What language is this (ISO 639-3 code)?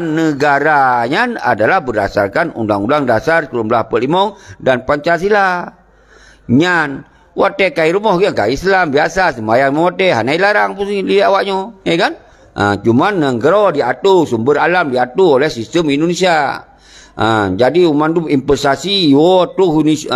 ace